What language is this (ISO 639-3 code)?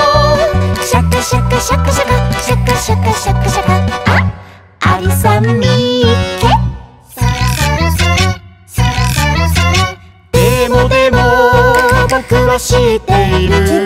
jpn